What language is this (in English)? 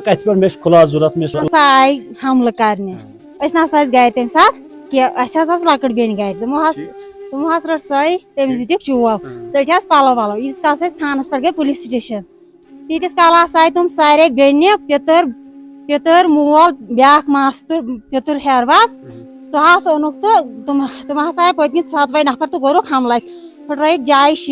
Kashmiri